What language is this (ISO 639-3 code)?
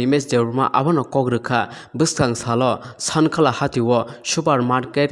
trp